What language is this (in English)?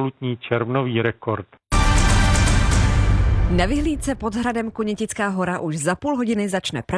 Czech